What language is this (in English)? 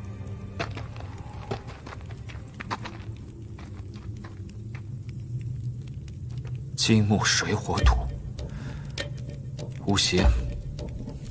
Chinese